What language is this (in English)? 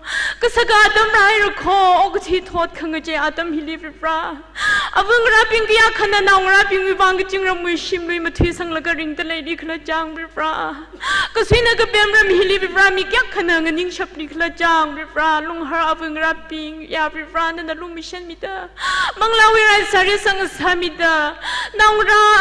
Tangkhul Naga (India)